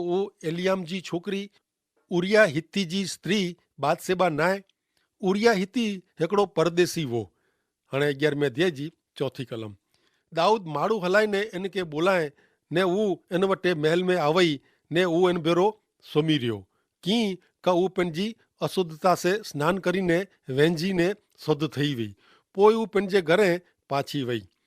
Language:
Kachhi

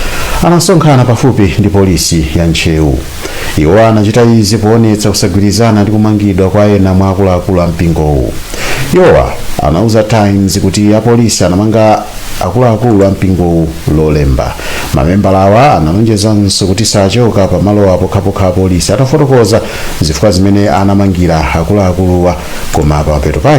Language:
Nyanja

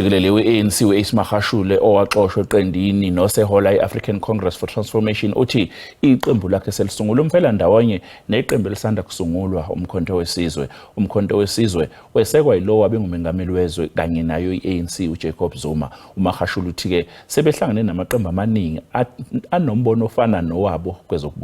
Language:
Zulu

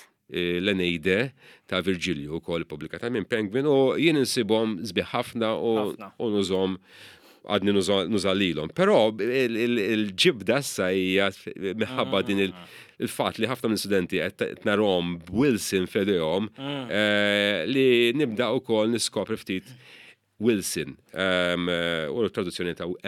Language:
Maltese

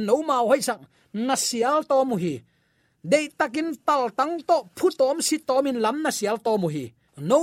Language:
Tedim Chin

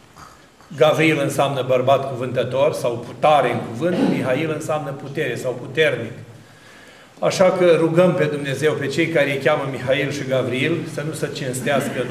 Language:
Romanian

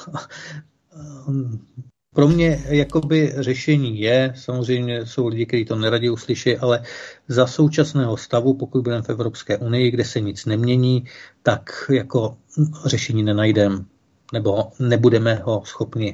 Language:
Czech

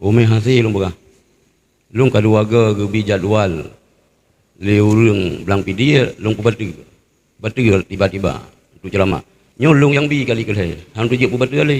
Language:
Achinese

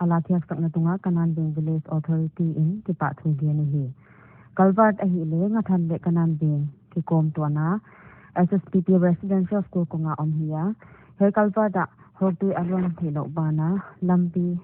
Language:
Paite Chin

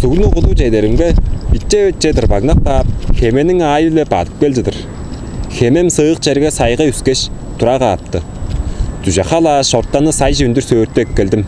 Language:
Tuvinian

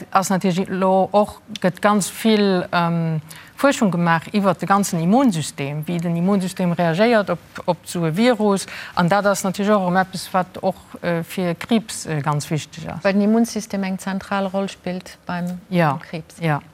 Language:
Luxembourgish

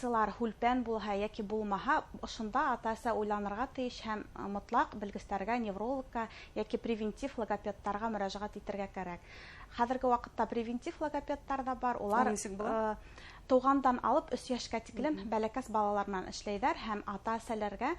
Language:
Bashkir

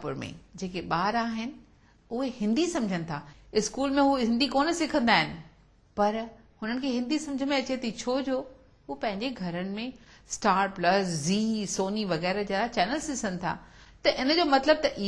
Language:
Sindhi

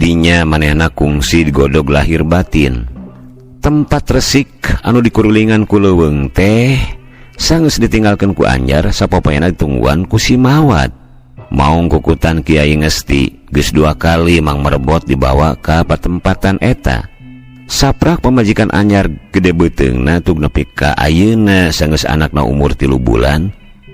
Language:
Sundanese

